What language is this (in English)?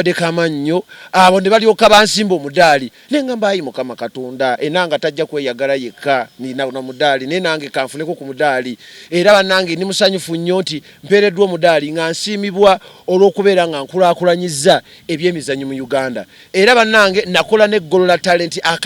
Ganda